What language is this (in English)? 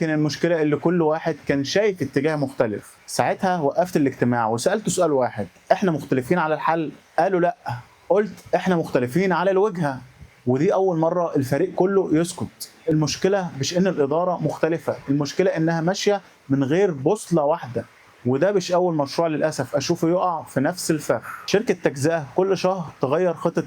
Egyptian Arabic